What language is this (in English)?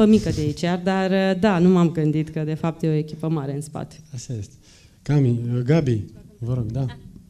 Romanian